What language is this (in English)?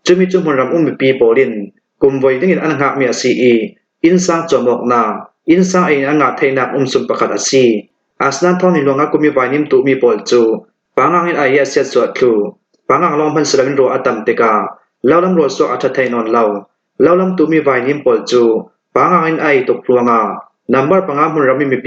Falam Chin